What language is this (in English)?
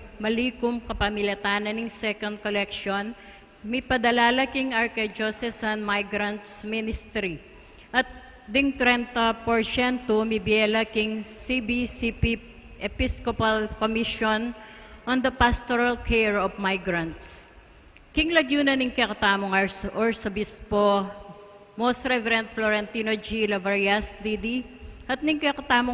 Pampanga